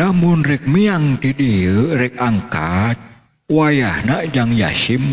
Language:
Sundanese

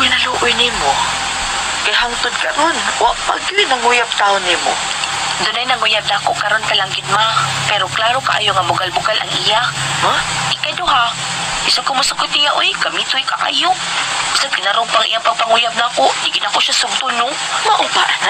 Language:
Cebuano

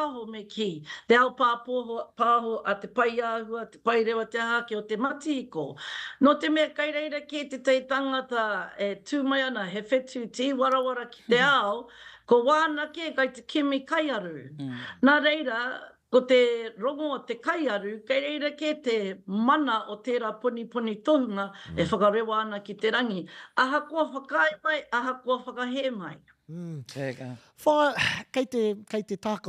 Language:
Māori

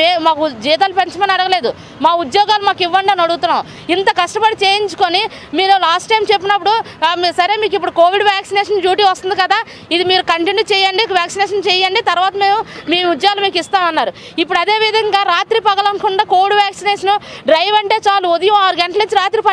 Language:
Telugu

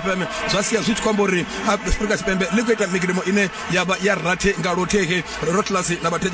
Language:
Venda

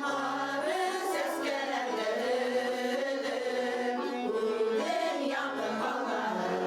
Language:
Bashkir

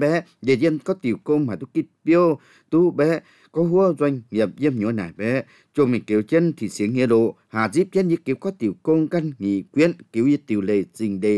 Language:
Vietnamese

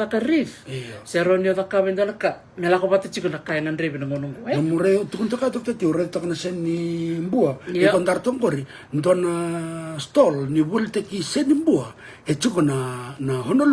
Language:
Fijian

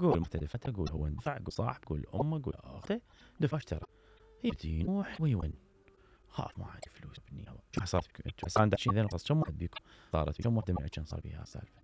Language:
Mesopotamian Arabic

